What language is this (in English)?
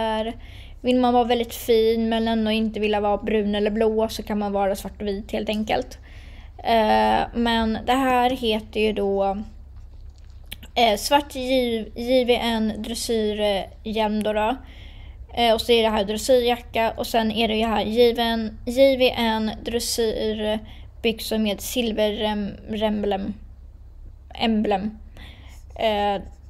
Swedish